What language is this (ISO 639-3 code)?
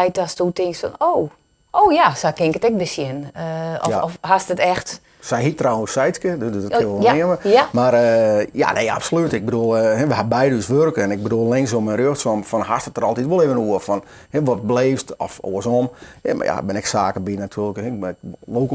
fry